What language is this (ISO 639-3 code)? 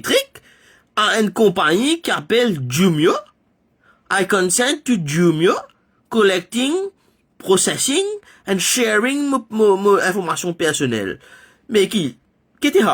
mfe